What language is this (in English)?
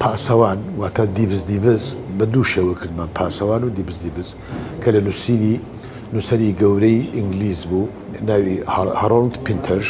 Central Kurdish